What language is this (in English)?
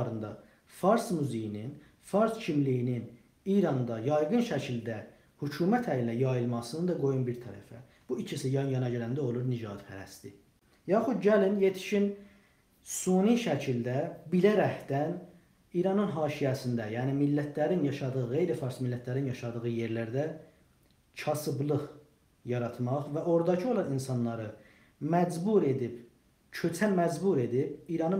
South Azerbaijani